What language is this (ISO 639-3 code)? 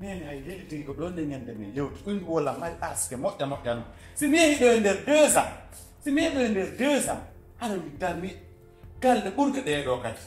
ful